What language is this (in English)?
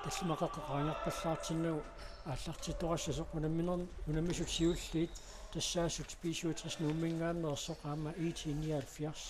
Kalaallisut